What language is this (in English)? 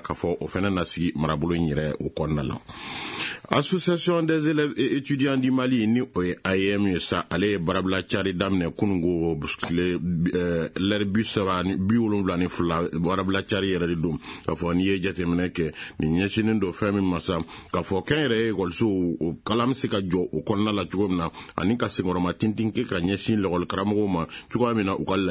Bambara